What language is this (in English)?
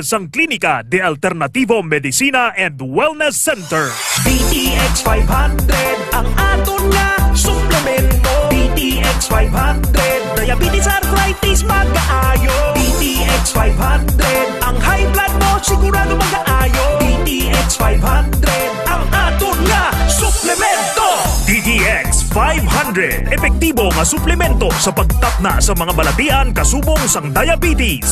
Hiligaynon